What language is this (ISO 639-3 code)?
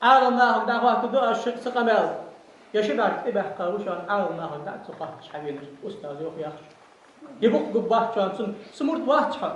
inh